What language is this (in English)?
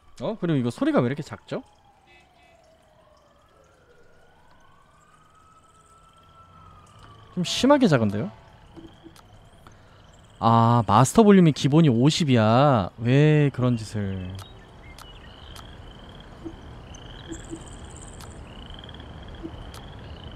Korean